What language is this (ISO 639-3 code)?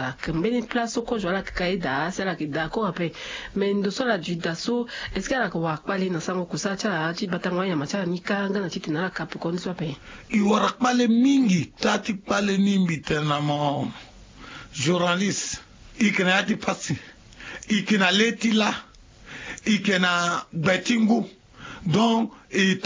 sag